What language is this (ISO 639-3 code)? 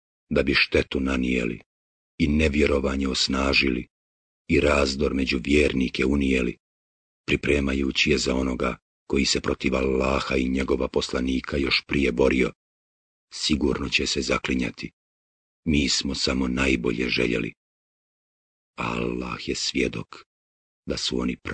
bos